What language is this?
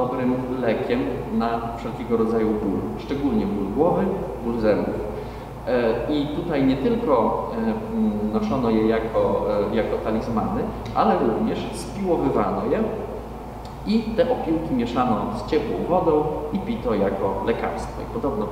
Polish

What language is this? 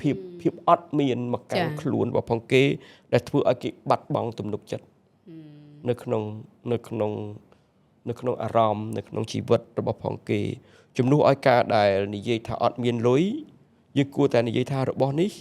Khmer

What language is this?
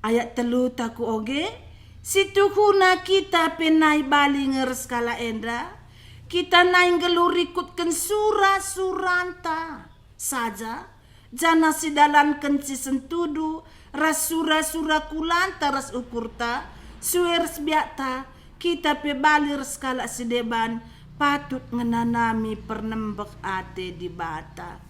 Batak Karo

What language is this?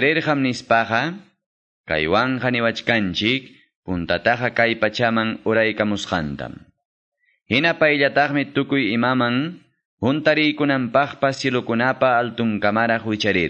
Quechua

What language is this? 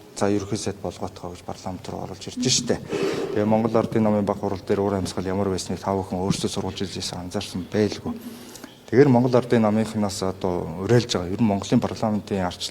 Mongolian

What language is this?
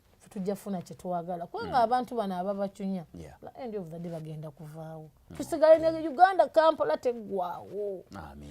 Ganda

